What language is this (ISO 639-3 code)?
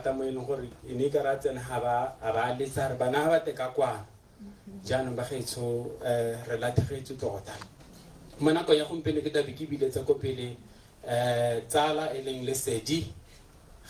tsn